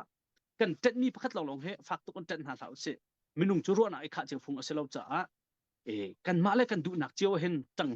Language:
Hakha Chin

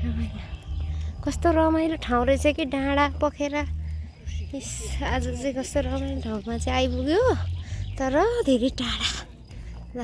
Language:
Nepali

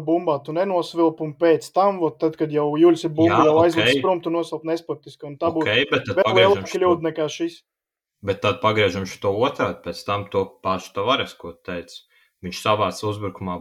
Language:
Latvian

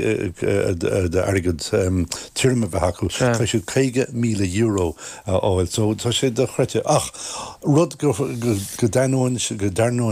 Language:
Irish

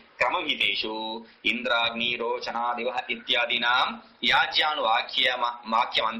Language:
Tamil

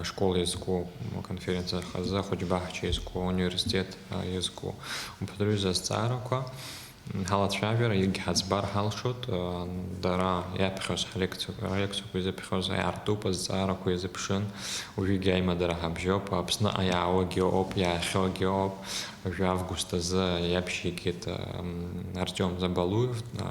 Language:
Abkhazian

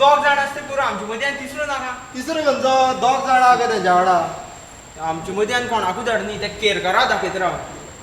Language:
Konkani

